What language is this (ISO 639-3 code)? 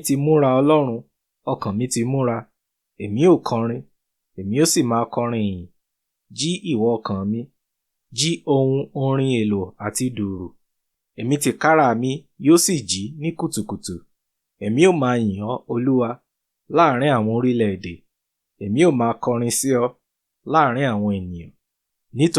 yor